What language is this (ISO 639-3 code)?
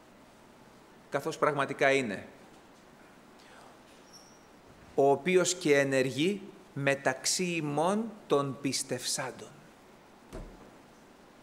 ell